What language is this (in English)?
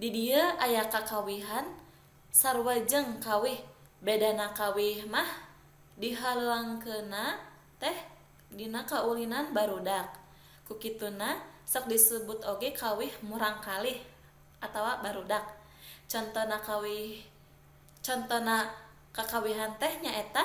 Sundanese